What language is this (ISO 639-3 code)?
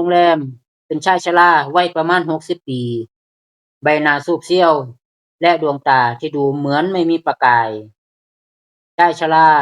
lao